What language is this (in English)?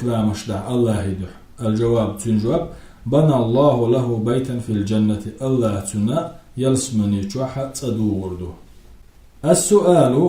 Chechen